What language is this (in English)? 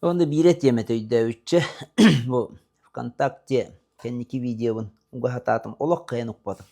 Yakut